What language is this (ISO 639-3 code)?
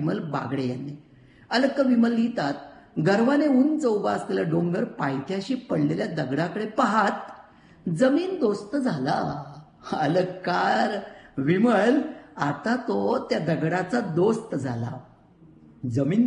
mar